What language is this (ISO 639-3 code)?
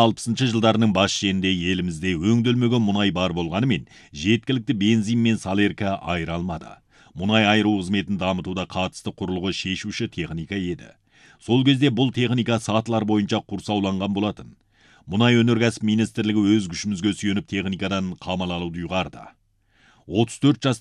kaz